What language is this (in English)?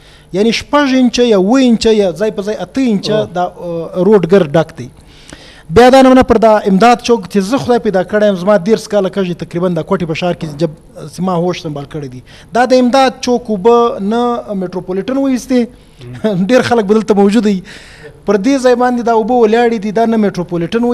Eastern Balochi